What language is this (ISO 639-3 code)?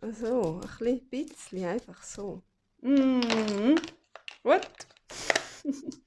gsw